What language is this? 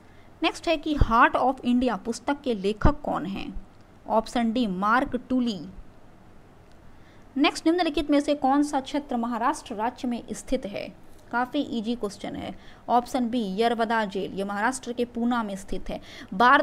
Hindi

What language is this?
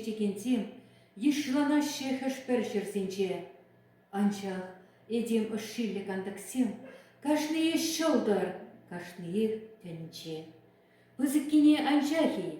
Chuvash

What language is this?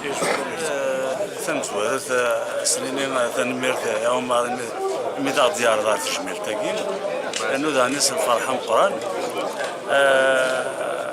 Kabyle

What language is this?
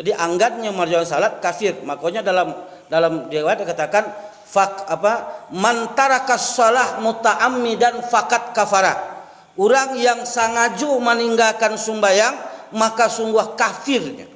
Minangkabau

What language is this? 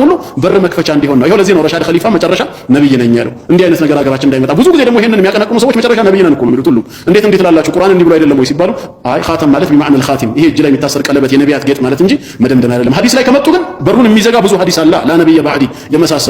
Amharic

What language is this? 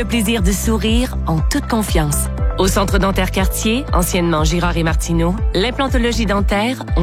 French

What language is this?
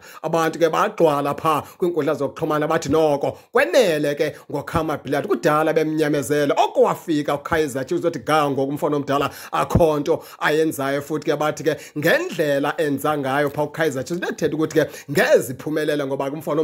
Xhosa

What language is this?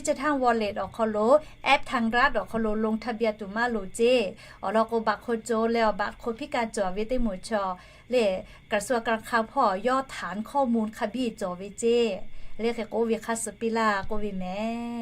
Lahu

